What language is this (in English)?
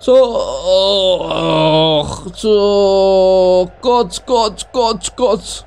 South Azerbaijani